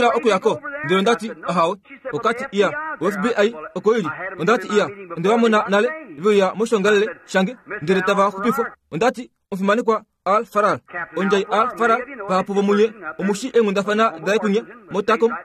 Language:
Kuanyama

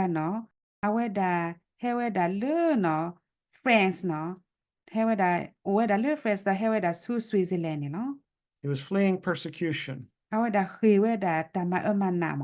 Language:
S'gaw Karen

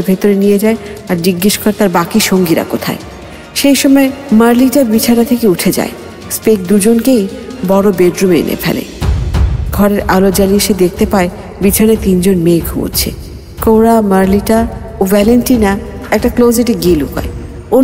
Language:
Bangla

